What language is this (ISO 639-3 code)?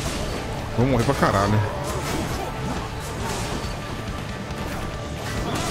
por